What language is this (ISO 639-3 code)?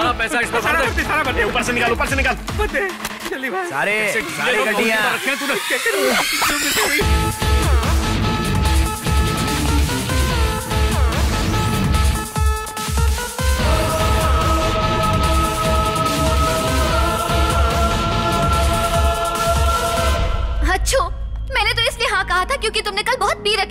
hin